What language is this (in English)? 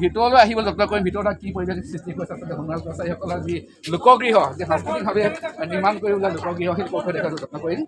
Assamese